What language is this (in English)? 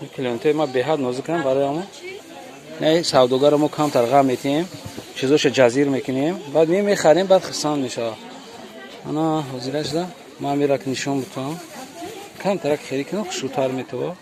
Tajik